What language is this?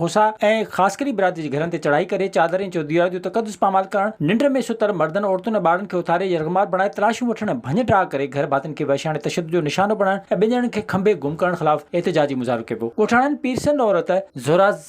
Sindhi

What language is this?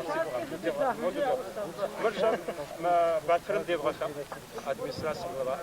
Kabardian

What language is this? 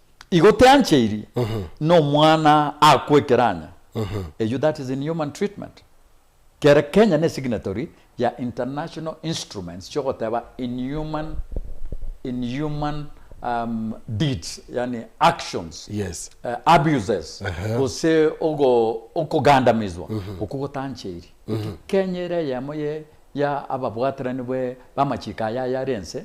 Gusii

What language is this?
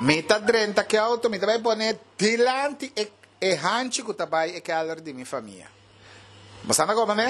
Papiamento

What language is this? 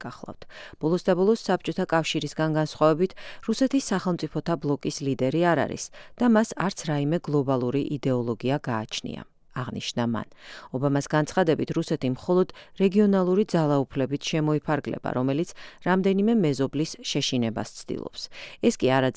Georgian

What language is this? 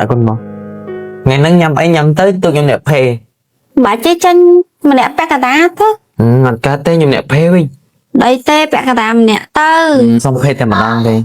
Khmer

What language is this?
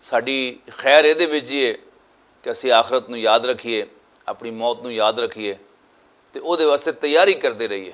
Western Panjabi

